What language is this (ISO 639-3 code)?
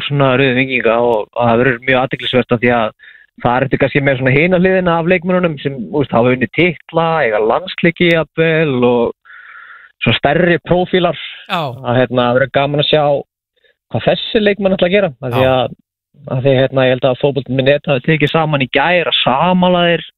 isl